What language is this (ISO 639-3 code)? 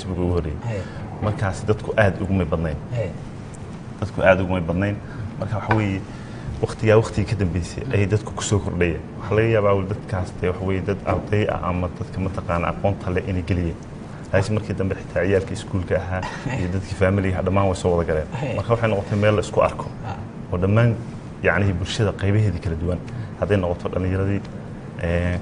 som